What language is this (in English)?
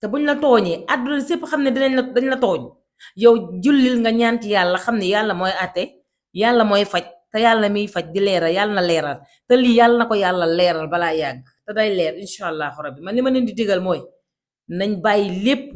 Wolof